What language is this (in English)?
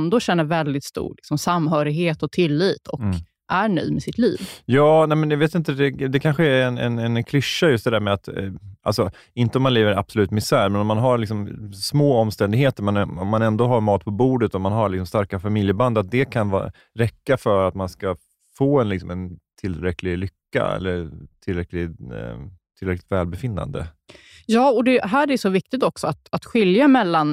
Swedish